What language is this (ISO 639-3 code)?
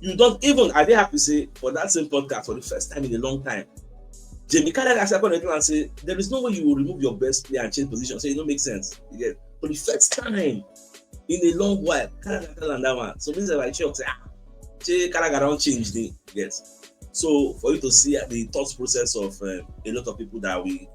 pcm